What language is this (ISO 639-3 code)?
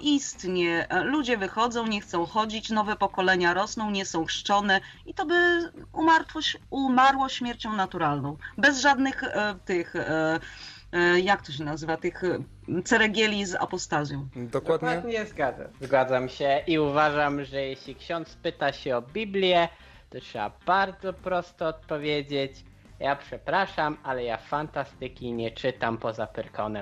pol